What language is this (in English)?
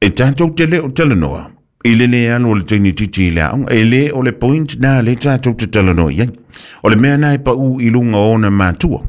Samoan